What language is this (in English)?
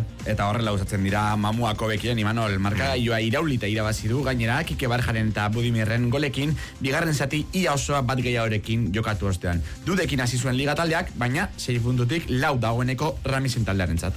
Basque